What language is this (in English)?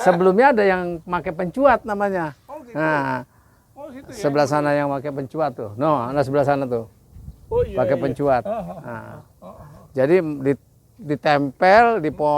Betawi